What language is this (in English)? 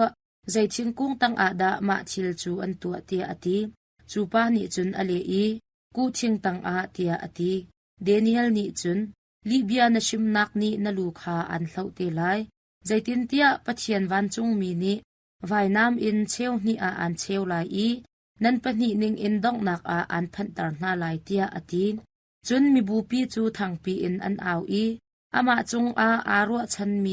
Hakha Chin